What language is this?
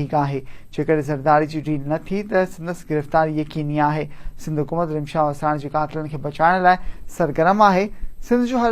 Sindhi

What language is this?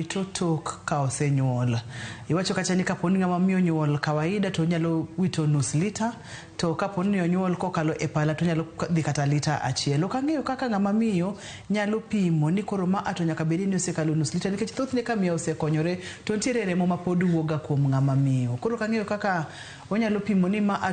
Luo (Kenya and Tanzania)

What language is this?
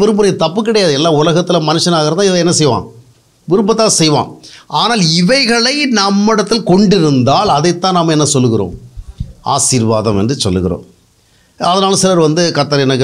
Tamil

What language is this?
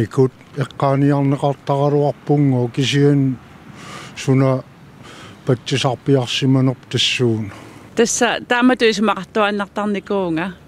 Kalaallisut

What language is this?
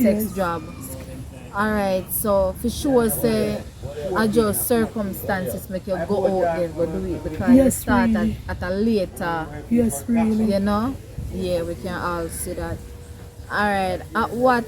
Jamaican Creole English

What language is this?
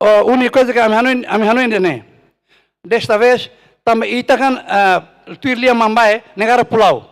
Tetum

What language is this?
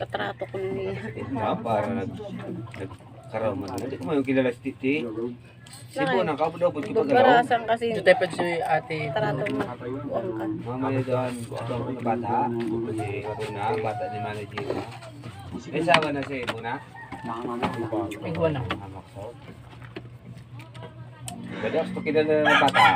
Filipino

